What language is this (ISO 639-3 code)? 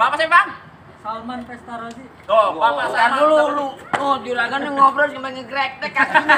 bew